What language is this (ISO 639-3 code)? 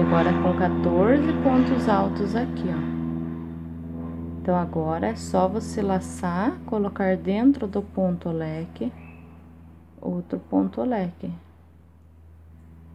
por